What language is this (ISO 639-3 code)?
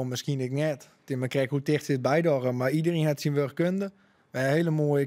fry